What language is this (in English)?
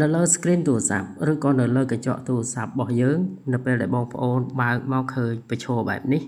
Khmer